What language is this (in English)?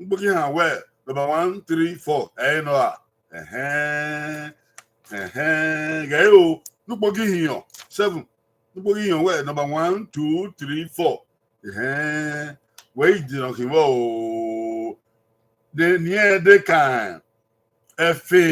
Bini